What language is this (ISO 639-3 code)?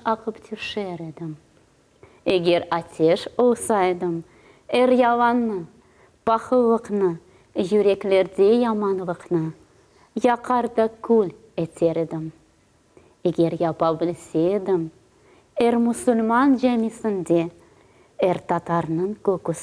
crh